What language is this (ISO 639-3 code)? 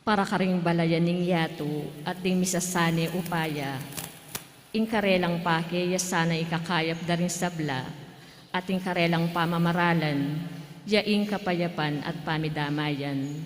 pam